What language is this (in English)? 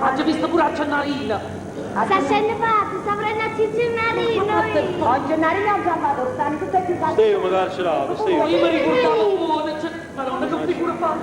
Neapolitan